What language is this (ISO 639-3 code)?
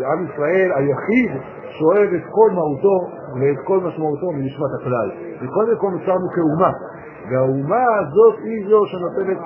heb